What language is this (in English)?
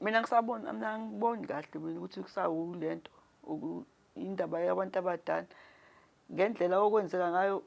Zulu